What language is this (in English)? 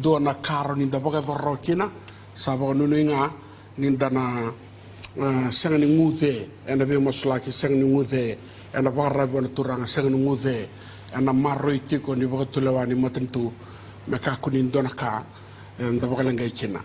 Fijian